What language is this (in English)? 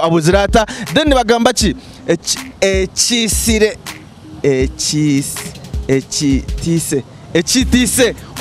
Nyankole